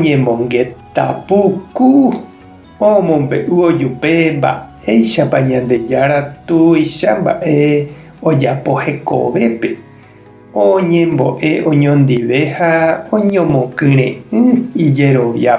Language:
Guarani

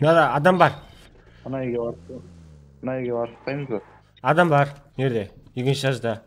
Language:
Kara-Kalpak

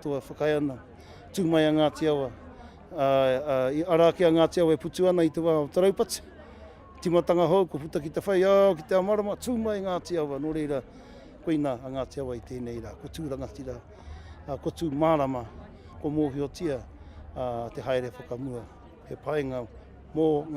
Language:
Māori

